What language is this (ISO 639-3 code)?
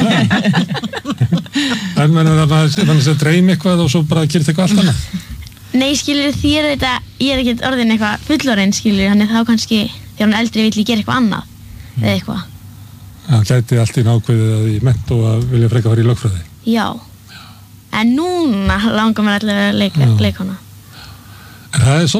isl